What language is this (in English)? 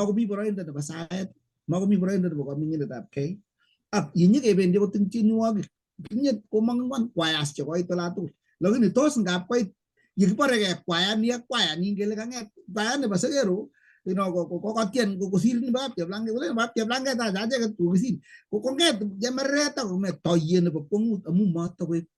Kalenjin